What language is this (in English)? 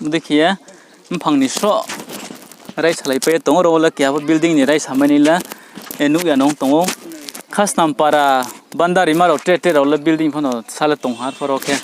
Riang (India)